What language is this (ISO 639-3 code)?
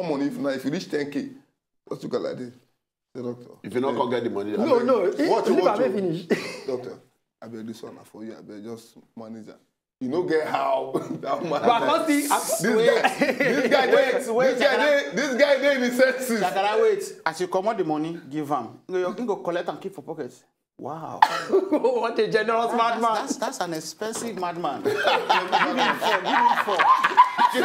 pcm